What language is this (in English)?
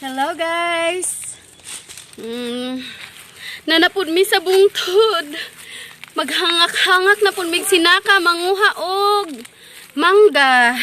Cebuano